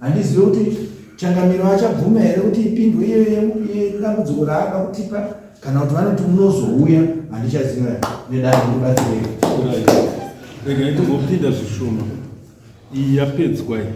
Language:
Shona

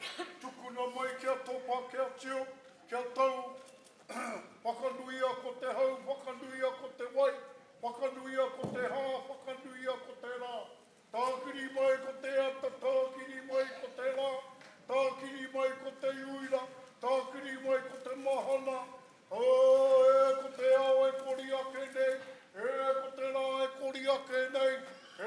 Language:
Māori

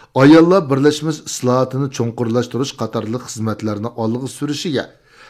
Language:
Uyghur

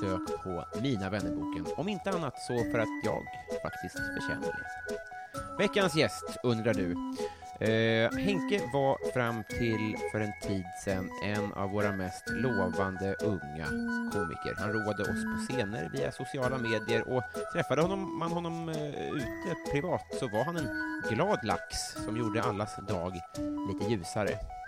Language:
Swedish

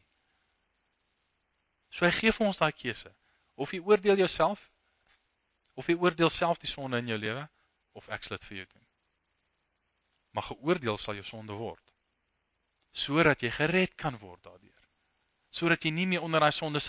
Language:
Afrikaans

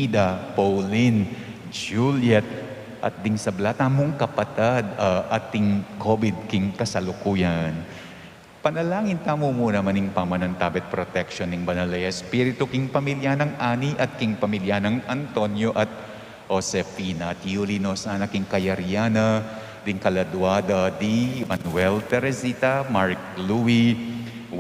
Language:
Pampanga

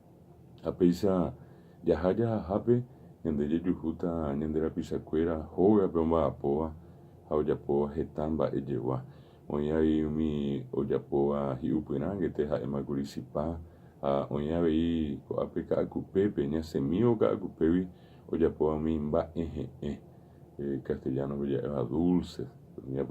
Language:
Guarani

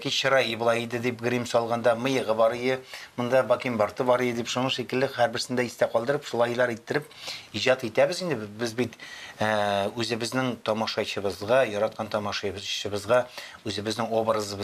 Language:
Tatar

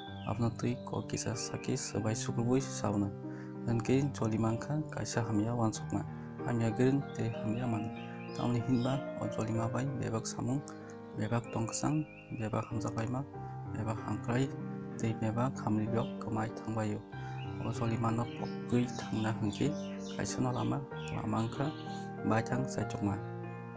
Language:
Kok Borok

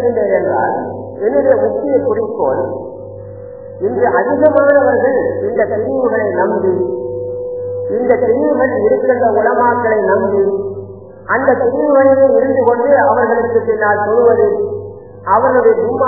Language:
Tamil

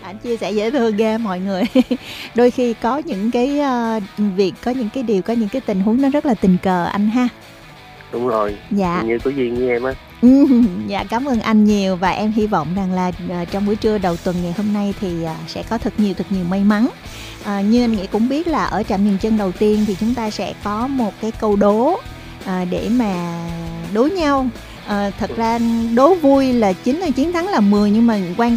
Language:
Vietnamese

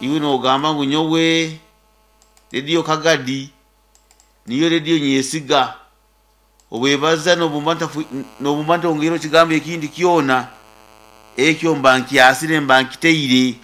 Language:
Nyoro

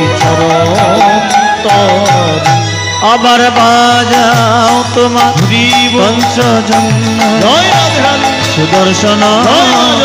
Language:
Bangla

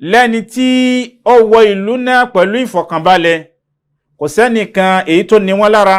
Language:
Yoruba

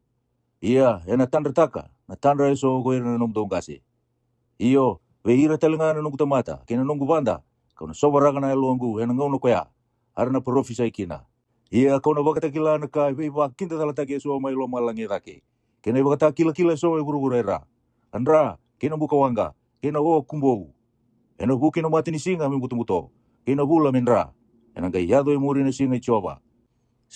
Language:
Fijian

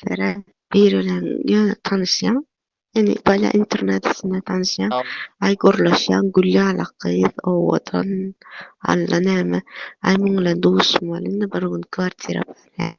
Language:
Turkmen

